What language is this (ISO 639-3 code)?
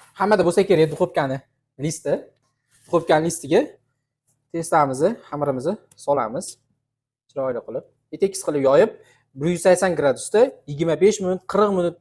uzb